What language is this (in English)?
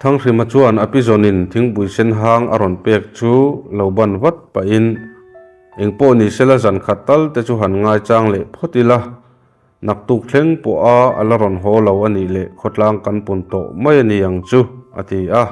Mizo